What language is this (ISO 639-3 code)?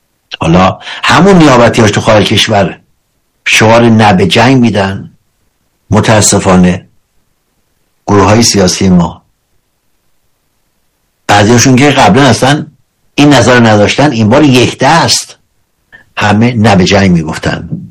fas